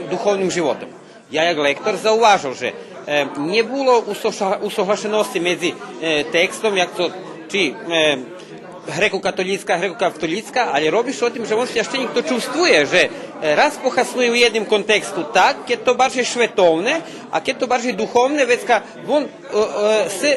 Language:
Rusyn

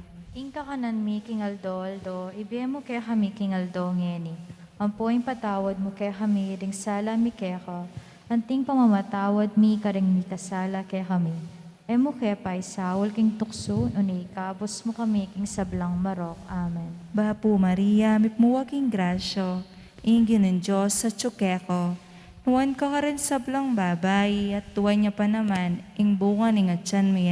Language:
Pampanga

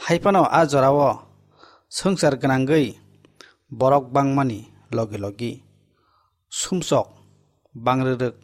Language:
Kok Borok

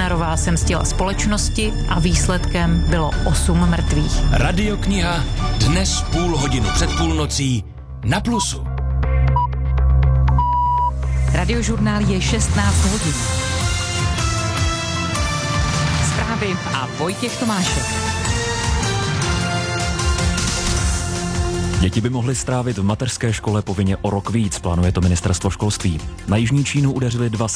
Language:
Czech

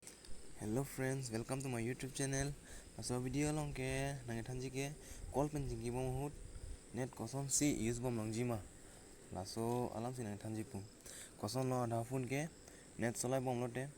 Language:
Karbi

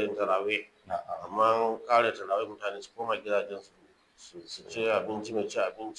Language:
Hausa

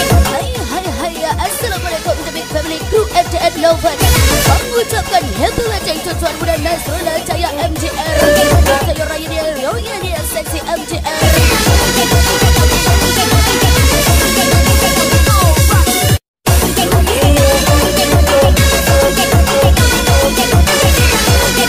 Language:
Malay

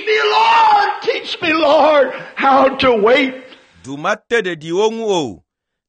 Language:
Ewe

